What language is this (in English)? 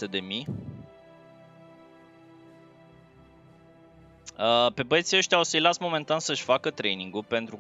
Romanian